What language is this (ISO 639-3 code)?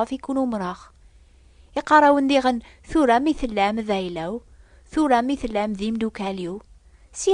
kab